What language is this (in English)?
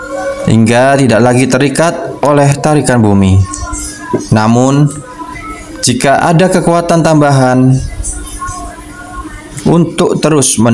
Indonesian